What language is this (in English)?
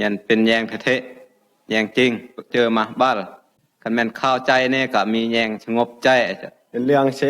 Phai